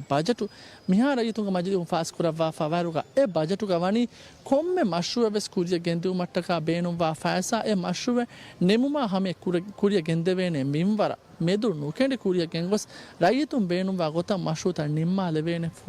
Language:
Divehi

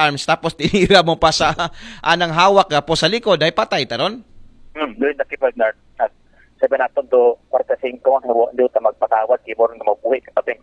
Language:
Aklanon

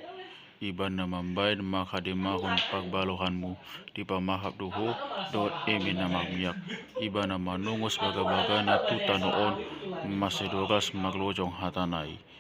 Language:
Batak Toba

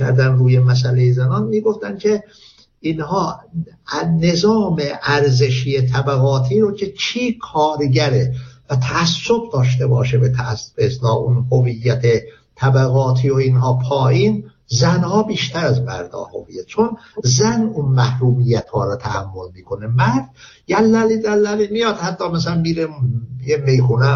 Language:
Persian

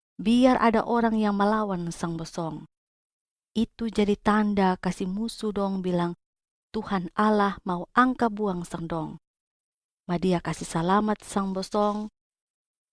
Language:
Kupang Malay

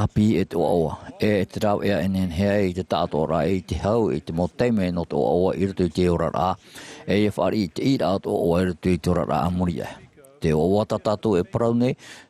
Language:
Tahitian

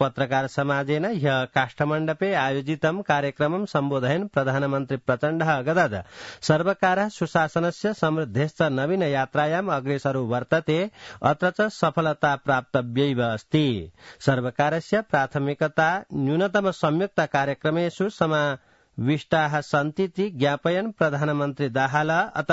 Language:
Sanskrit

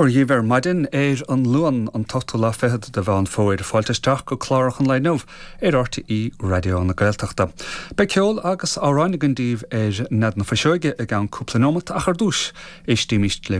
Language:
Irish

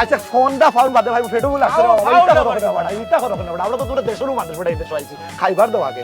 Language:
Sylheti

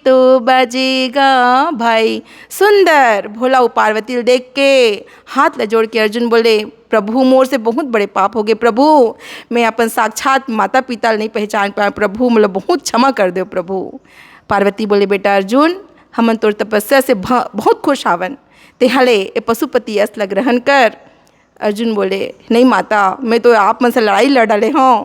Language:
Chhattisgarhi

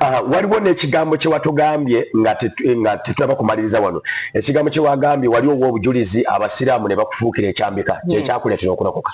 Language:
Ganda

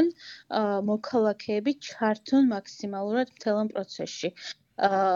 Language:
Georgian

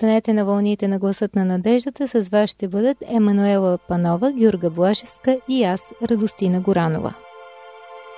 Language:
Bulgarian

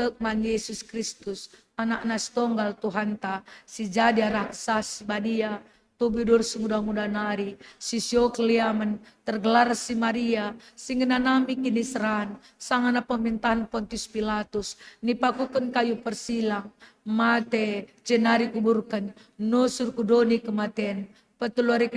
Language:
Batak Karo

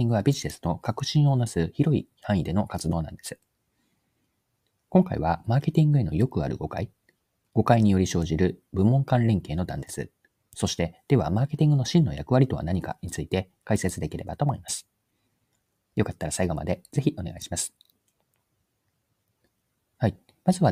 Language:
Japanese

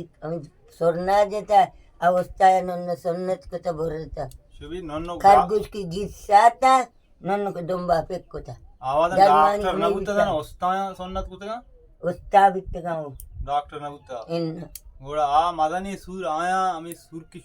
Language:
Baluchi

